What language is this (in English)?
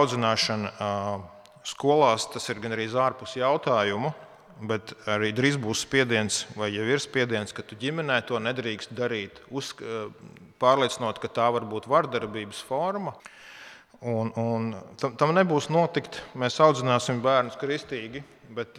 Latvian